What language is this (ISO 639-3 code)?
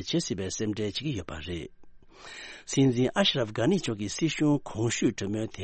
bod